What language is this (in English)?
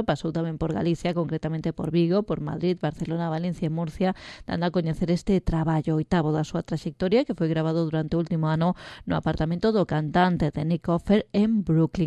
Galician